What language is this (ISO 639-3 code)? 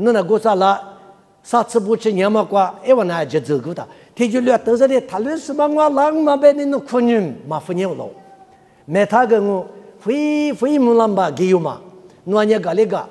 lis